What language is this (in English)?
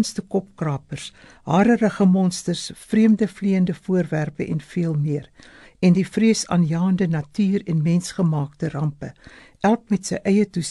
Afrikaans